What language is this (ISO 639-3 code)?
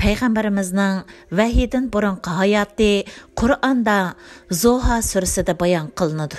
uig